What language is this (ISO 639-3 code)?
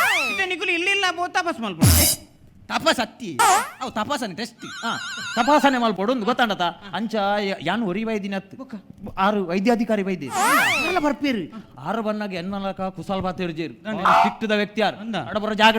tcy